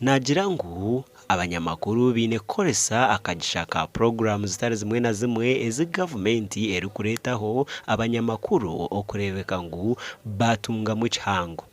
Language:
Nyankole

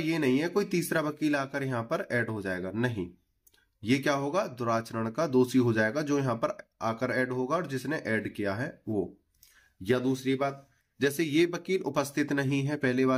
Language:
Hindi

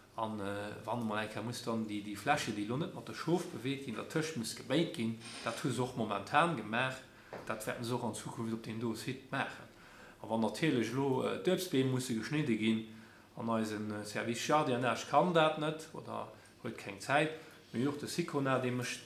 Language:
Luxembourgish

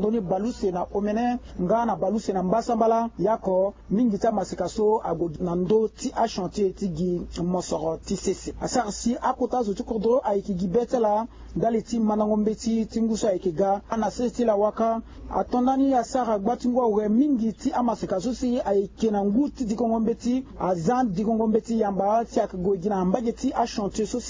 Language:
Sango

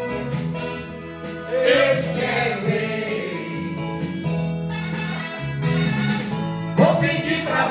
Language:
Portuguese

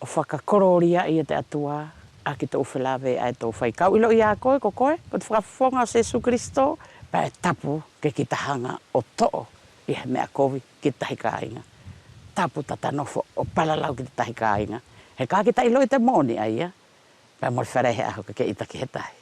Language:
Wallisian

